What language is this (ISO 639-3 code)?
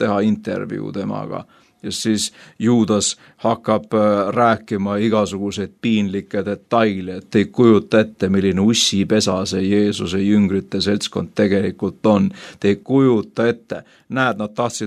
est